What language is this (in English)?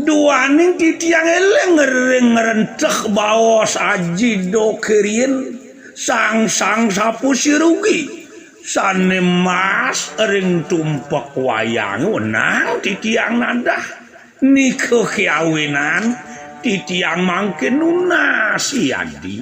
Balinese